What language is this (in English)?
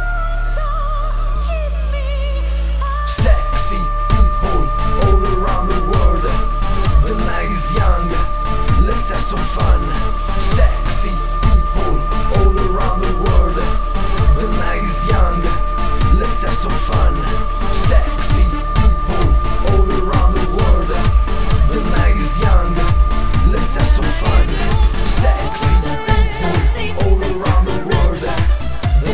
English